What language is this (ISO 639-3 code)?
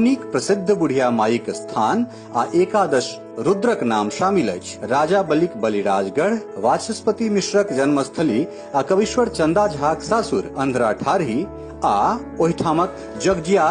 mai